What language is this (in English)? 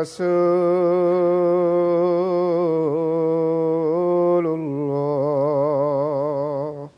Croatian